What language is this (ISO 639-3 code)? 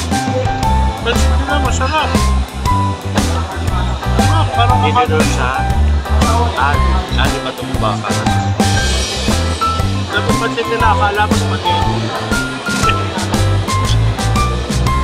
fil